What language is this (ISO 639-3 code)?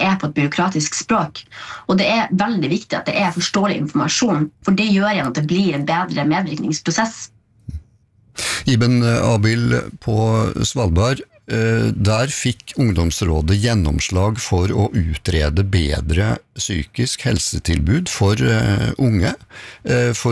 nor